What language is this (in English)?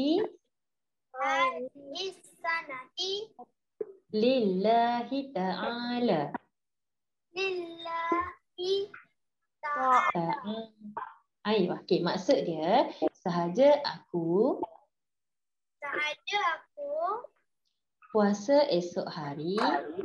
Malay